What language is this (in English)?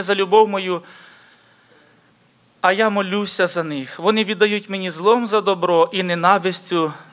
Ukrainian